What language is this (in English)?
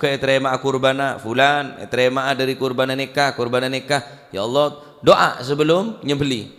Madurese